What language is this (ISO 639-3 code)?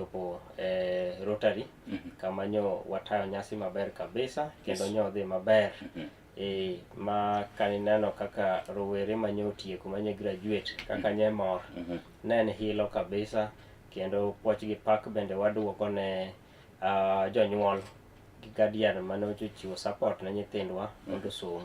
luo